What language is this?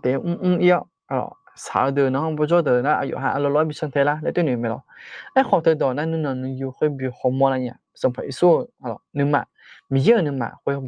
Akha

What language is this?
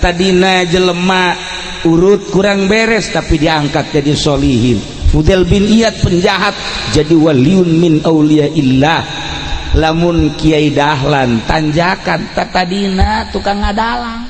Sundanese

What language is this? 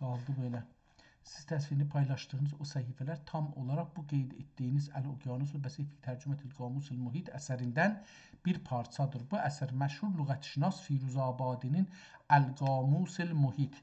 South Azerbaijani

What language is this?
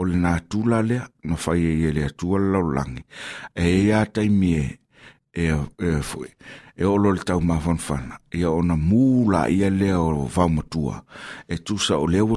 Samoan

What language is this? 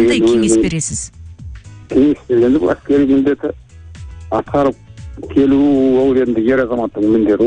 Kazakh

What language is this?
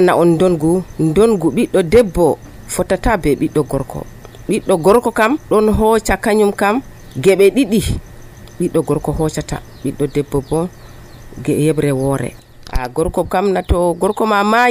Nigerian Fulfulde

